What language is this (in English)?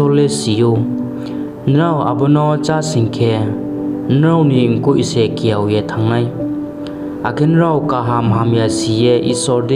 Riang (India)